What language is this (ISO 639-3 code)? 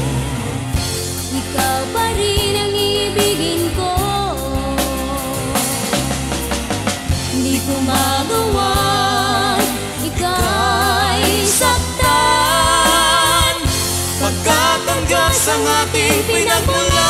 fil